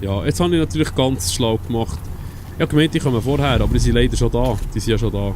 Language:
Swiss German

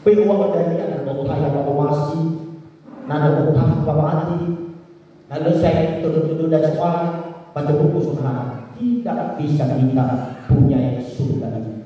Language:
Nias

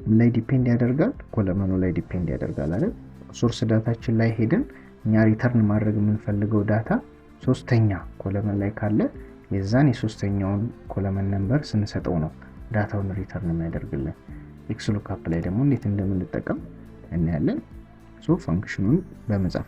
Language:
Amharic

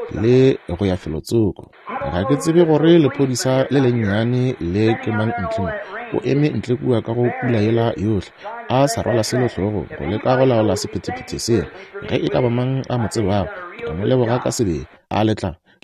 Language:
Northern Sotho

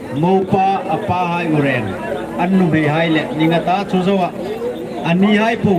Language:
Hmar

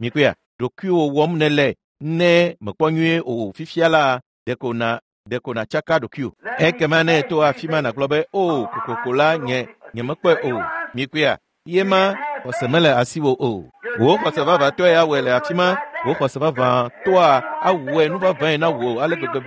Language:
Ewe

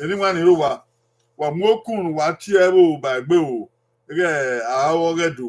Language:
Bini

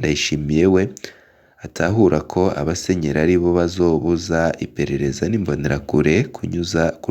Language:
Rundi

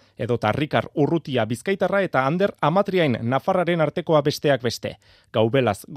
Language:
Basque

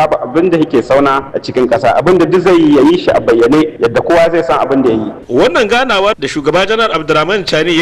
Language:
Hausa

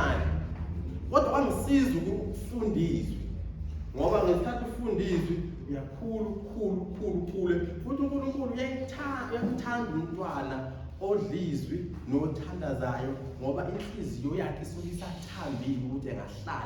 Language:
Zulu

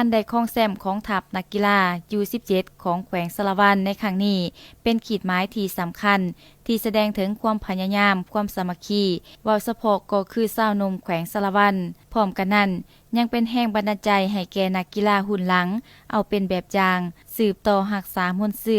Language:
Lao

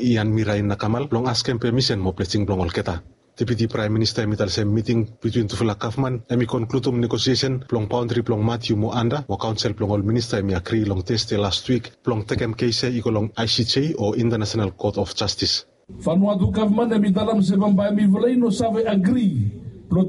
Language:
Bislama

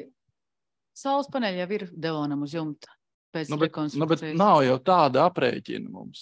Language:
Latvian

